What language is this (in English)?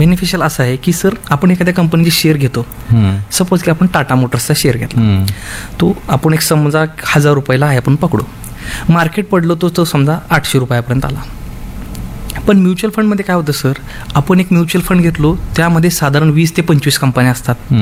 Marathi